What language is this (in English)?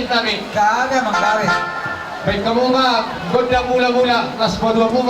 Batak Toba